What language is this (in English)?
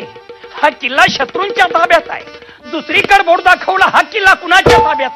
Marathi